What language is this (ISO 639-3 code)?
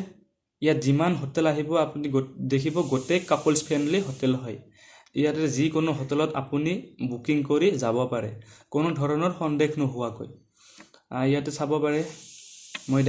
asm